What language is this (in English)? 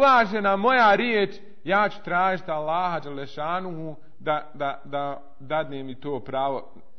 Bosnian